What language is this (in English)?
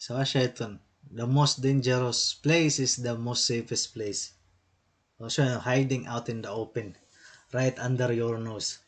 Waray